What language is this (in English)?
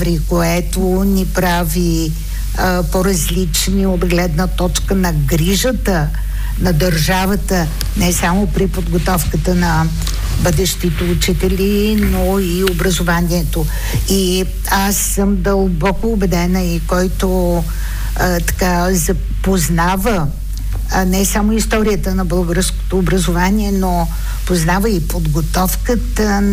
Bulgarian